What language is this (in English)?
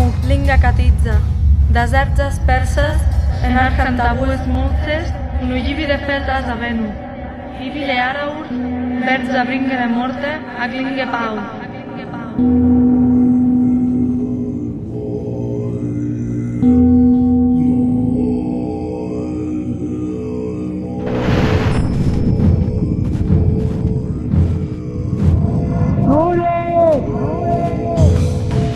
Catalan